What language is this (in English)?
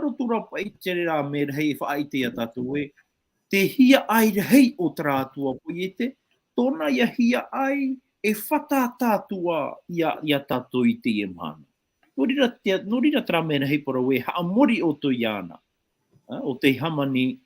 Tahitian